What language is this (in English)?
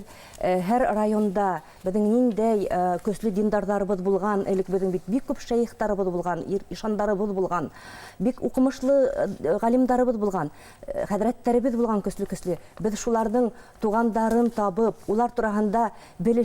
Bashkir